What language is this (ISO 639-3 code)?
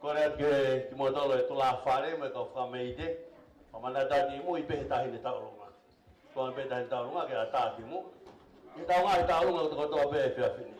ton